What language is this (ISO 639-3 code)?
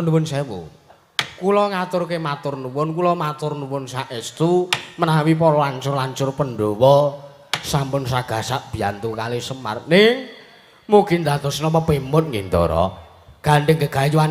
jav